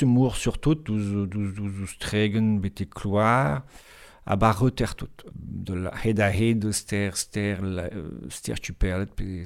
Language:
Breton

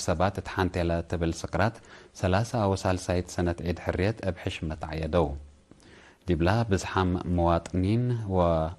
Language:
Tigre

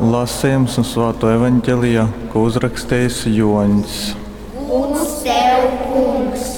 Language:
Latgalian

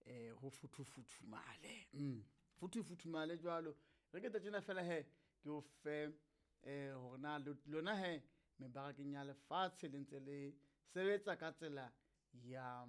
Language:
Southern Sotho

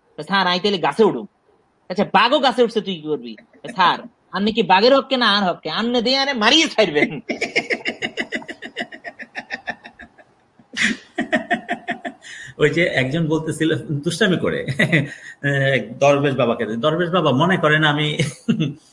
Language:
Bangla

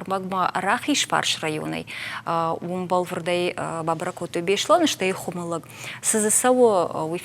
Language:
Ossetic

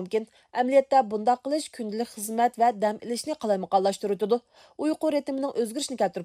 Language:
Uyghur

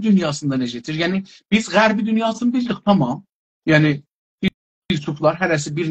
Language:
South Azerbaijani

